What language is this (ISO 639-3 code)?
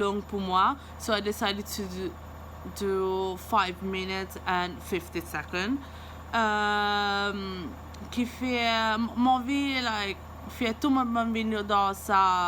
mfe